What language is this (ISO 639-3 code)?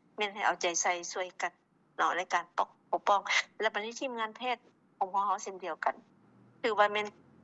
lao